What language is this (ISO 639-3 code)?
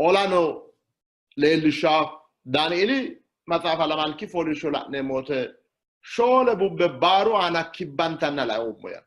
sid